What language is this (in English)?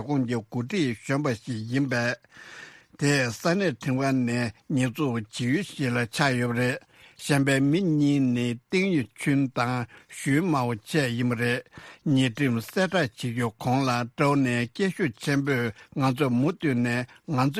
Tibetan